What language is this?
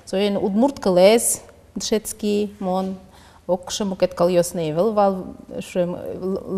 Udmurt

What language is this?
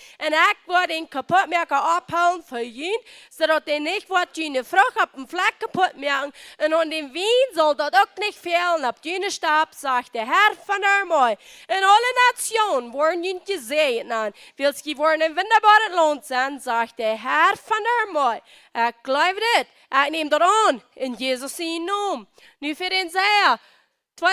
Plautdietsch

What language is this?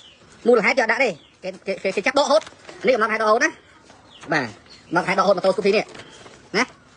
Khmer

